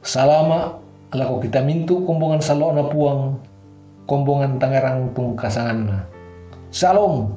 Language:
Toraja-Sa'dan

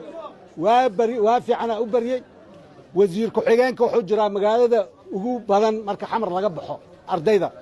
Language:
Somali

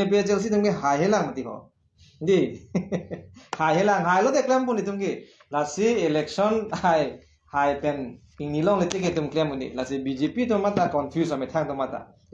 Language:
Karbi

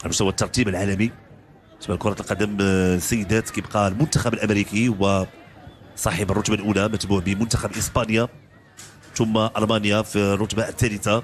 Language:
Moroccan Arabic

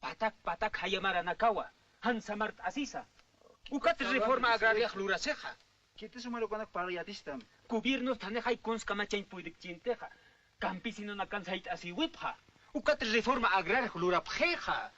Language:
Aymara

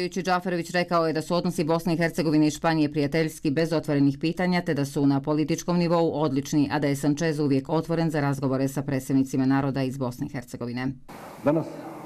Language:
Bosnian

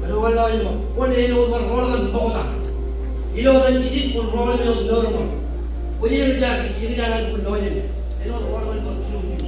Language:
Marshallese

